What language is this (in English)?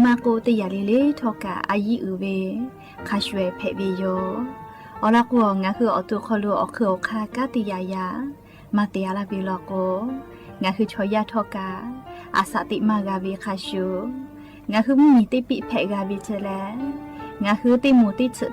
Lahu